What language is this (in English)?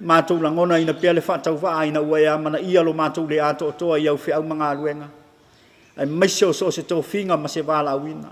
Samoan